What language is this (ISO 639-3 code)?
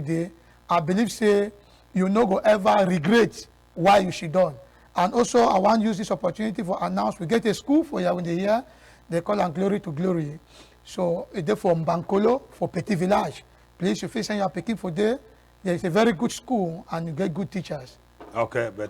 wes